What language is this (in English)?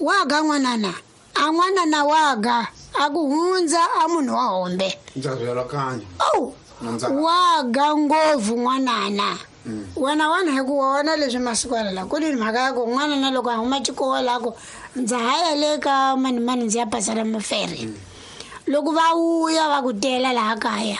Tsonga